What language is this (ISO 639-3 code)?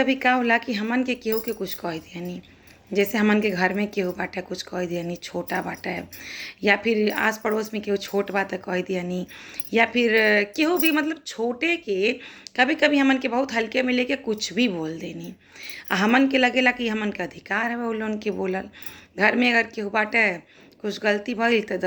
bho